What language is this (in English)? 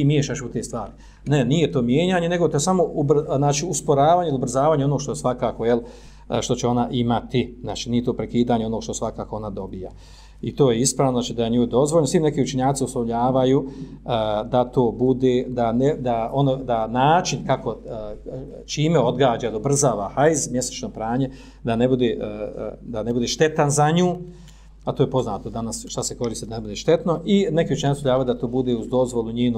Bosnian